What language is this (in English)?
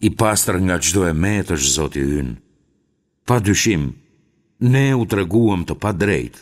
Albanian